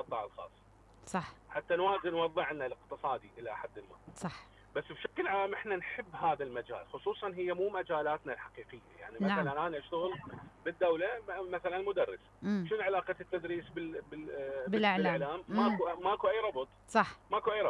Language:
Mesopotamian Arabic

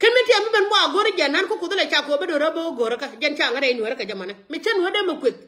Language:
Nuer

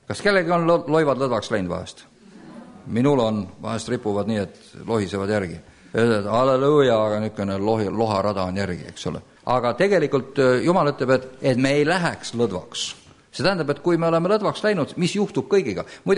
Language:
Estonian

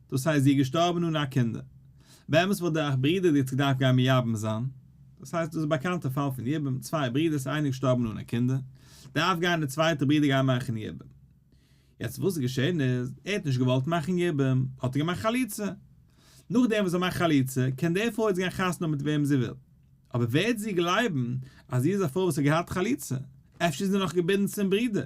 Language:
Yiddish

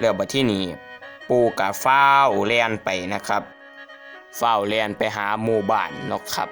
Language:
Northeastern Thai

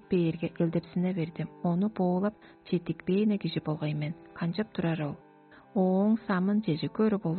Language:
Tuvinian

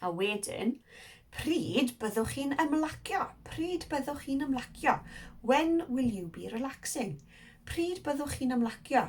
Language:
Welsh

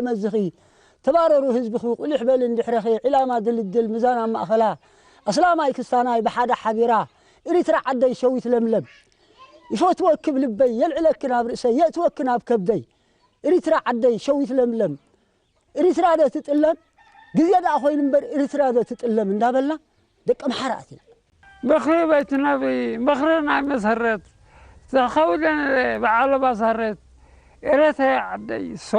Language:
Tigrinya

